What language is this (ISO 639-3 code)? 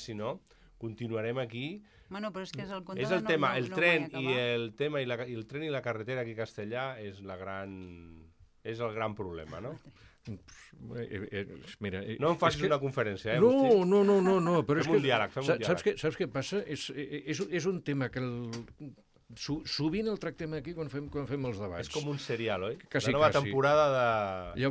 cat